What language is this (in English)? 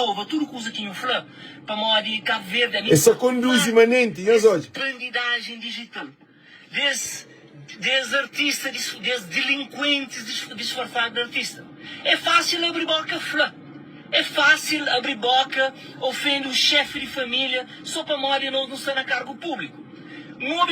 Kabuverdianu